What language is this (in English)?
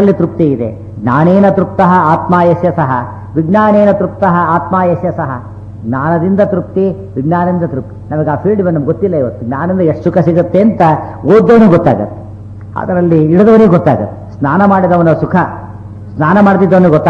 Kannada